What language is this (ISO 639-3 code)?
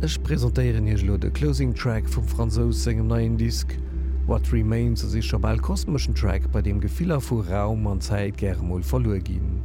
ltz